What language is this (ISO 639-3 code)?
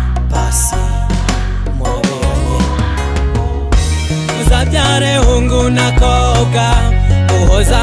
kin